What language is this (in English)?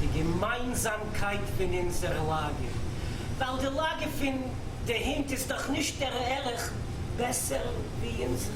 Yiddish